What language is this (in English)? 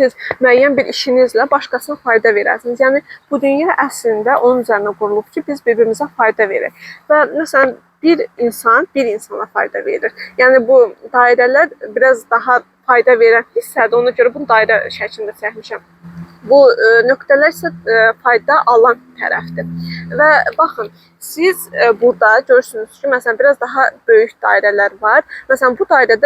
Azerbaijani